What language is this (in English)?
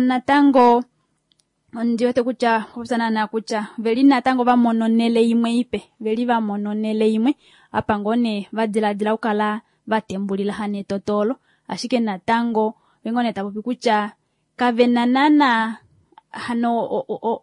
Kuanyama